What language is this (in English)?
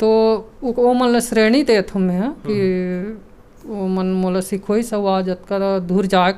Chhattisgarhi